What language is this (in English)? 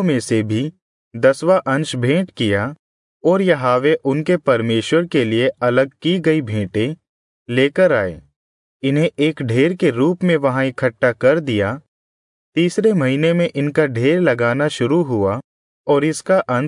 Hindi